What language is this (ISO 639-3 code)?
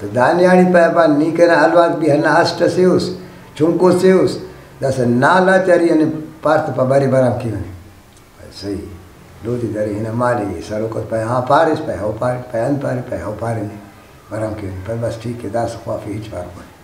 brh